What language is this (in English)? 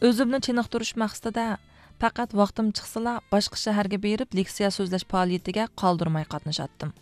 Uyghur